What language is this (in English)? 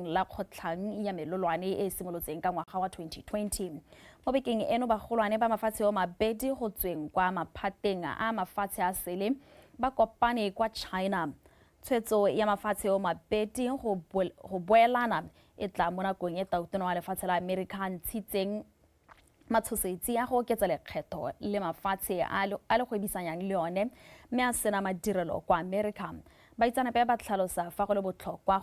Tswana